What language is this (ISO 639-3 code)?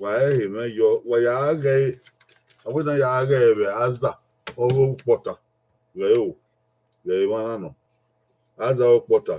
bin